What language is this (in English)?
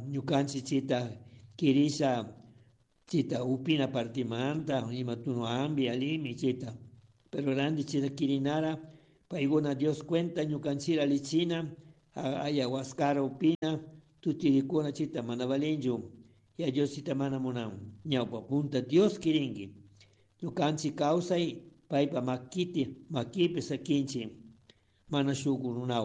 Chimborazo Highland Quichua